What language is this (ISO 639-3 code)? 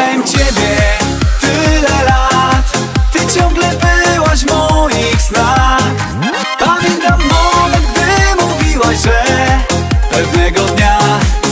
pol